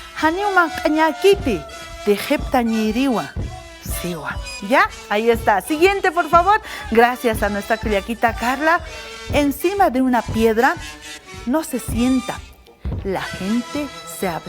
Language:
Aymara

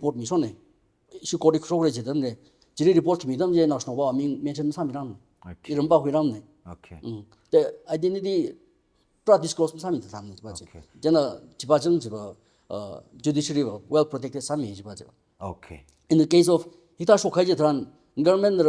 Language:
Tangkhul Naga (India)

